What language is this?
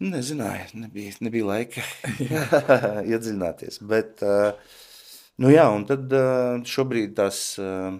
Latvian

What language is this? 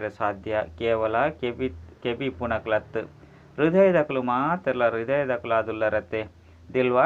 Tulu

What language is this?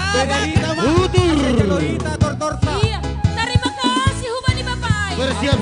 Batak Simalungun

